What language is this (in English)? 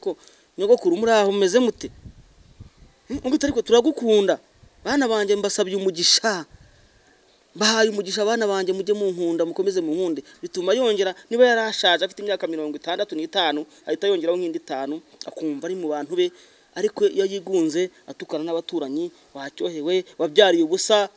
Kinyarwanda